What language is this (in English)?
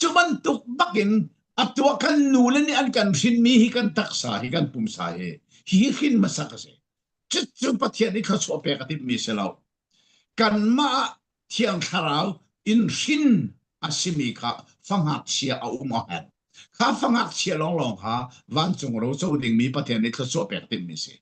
Falam Chin